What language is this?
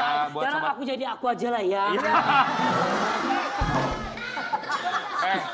Indonesian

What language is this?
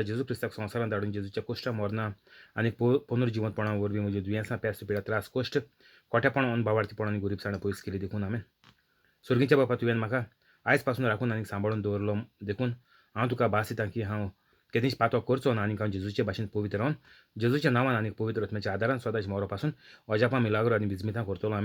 Konkani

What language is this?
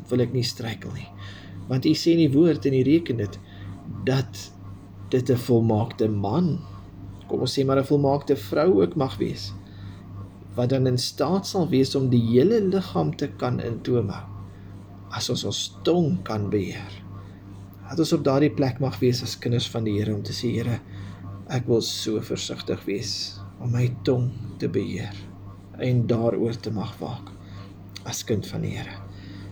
Afrikaans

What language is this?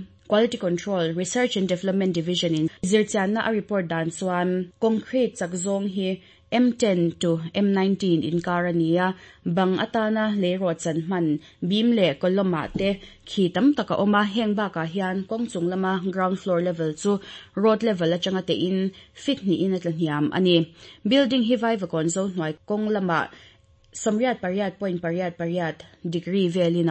Mizo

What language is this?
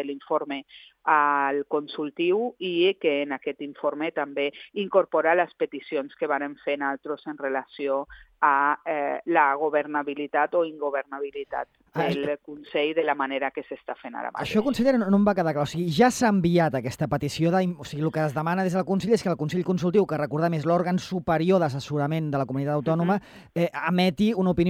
Catalan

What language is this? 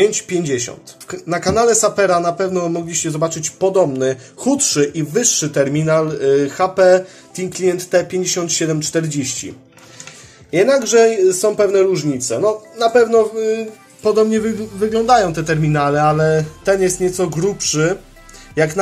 Polish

